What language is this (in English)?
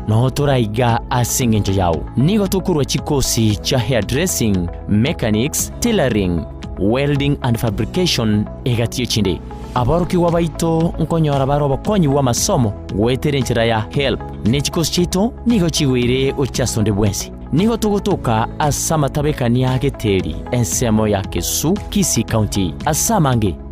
Gusii